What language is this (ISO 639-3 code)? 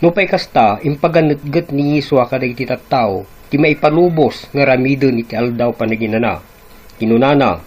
ilo